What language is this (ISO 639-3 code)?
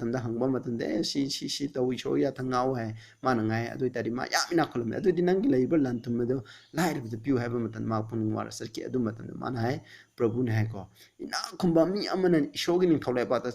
mni